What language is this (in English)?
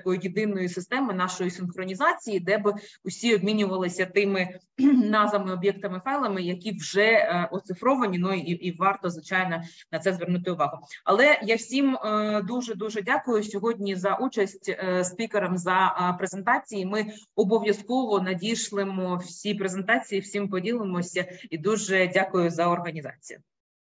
Ukrainian